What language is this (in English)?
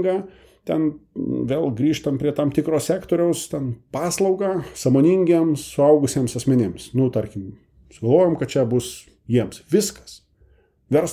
Lithuanian